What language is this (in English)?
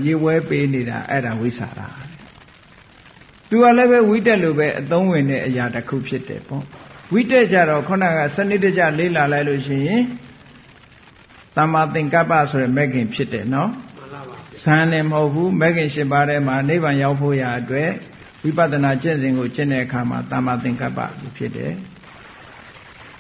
Burmese